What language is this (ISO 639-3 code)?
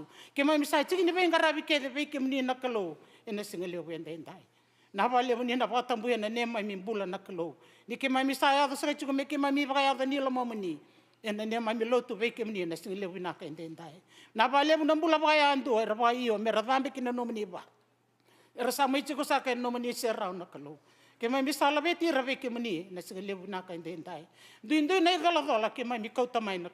fij